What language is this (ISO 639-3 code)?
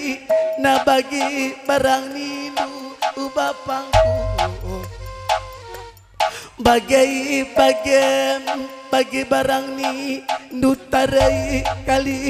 btx